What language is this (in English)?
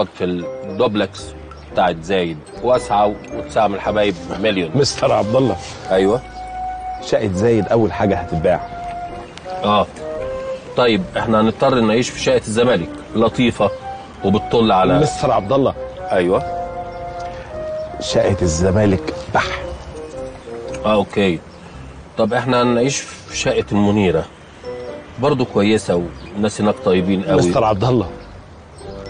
Egyptian Arabic